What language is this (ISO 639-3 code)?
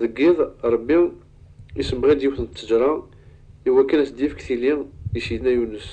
kab